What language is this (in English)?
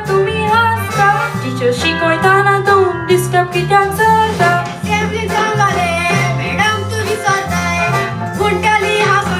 Konkani